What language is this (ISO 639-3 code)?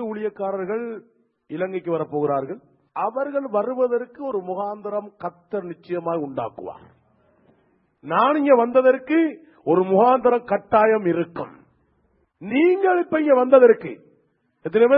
tam